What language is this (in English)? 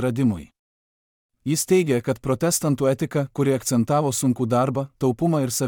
Lithuanian